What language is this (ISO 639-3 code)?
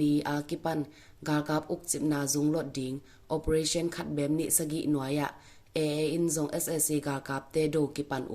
ctd